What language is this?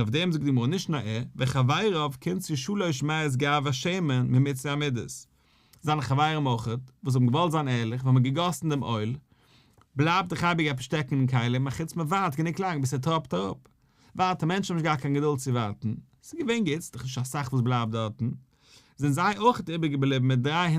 Yiddish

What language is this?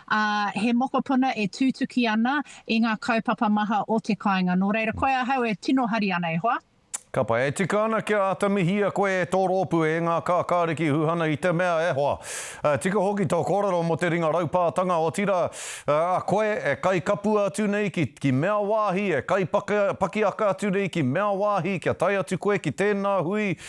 Māori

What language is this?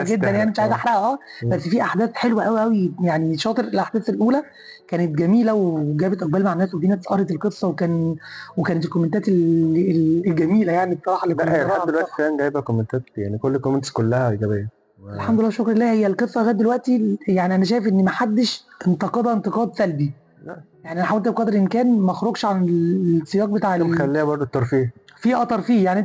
Egyptian Arabic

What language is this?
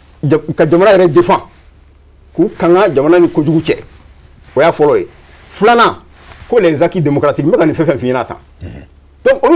Bambara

